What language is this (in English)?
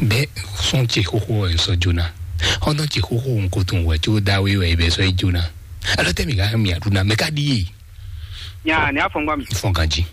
Fon